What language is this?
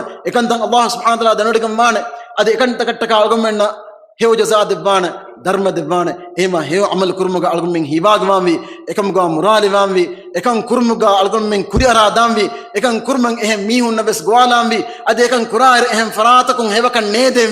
Divehi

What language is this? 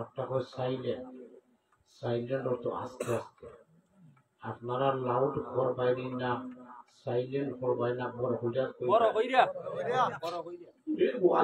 Sylheti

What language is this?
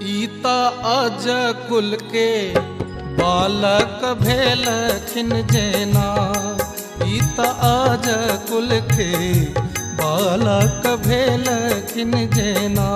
Maithili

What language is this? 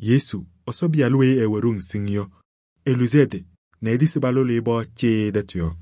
Kabiyè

